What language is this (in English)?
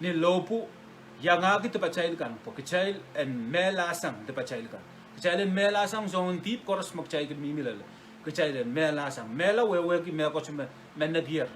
Pohnpeian